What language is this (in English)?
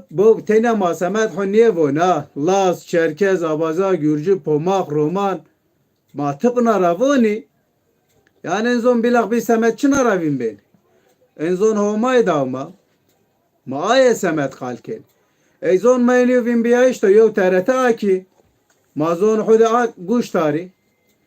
Zaza